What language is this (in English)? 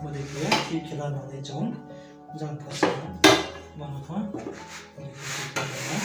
Riang (India)